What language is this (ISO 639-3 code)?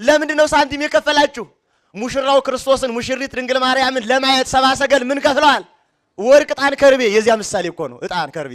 amh